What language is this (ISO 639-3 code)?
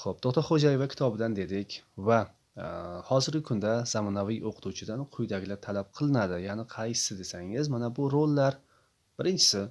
uzb